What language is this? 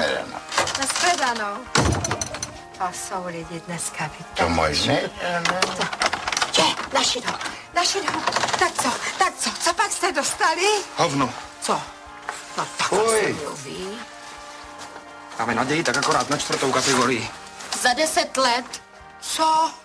Czech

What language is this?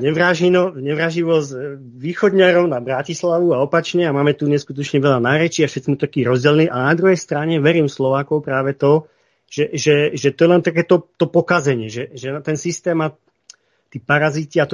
Slovak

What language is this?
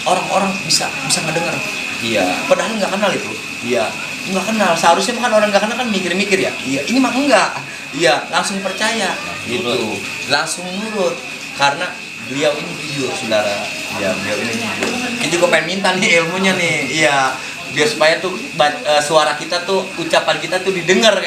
Betawi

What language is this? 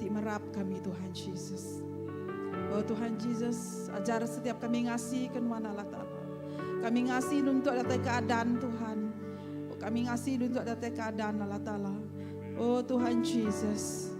Iban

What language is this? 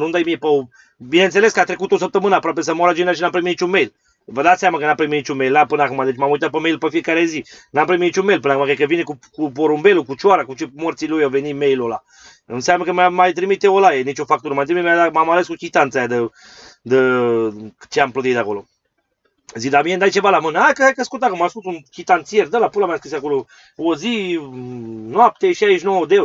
Romanian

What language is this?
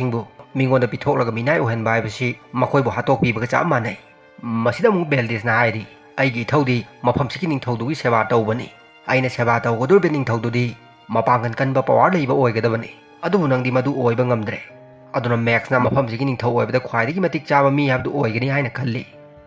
Manipuri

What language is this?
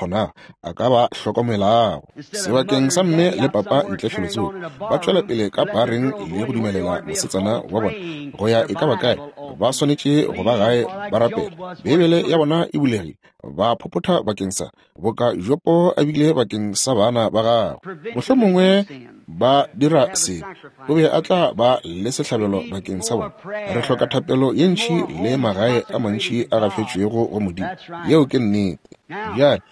Northern Sotho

